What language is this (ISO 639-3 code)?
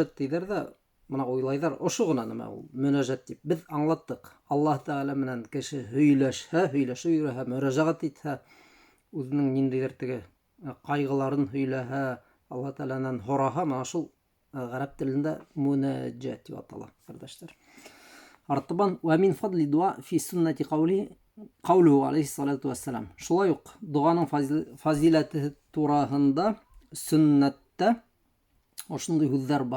bak